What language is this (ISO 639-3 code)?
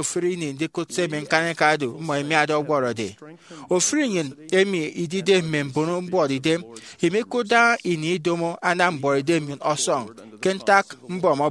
efi